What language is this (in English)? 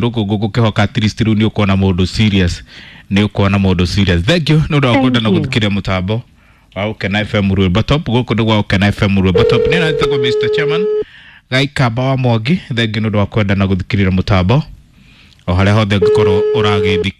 Kikuyu